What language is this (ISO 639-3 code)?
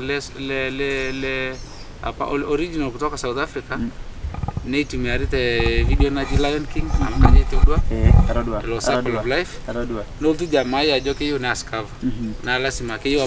mas